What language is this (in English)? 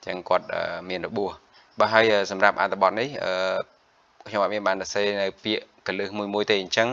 Khmer